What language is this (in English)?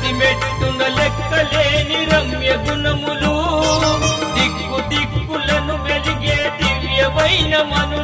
Telugu